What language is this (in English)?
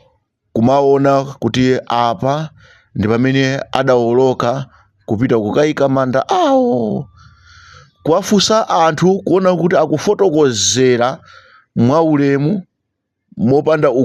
Nyanja